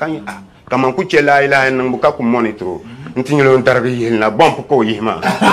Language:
Dagbani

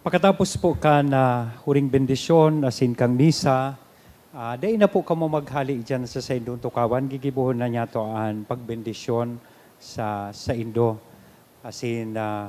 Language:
Bikol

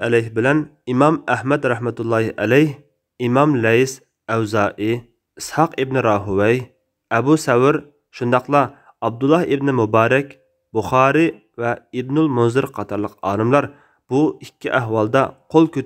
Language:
Uyghur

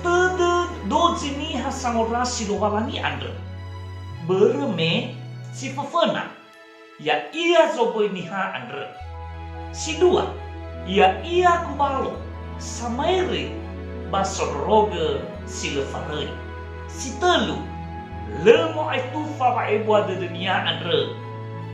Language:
Nias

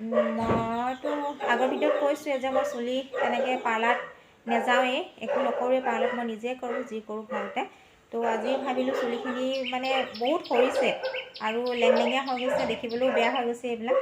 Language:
Assamese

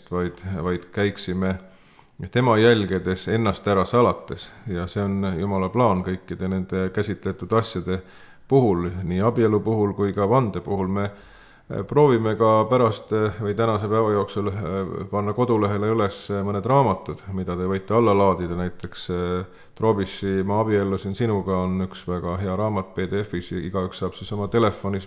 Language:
Estonian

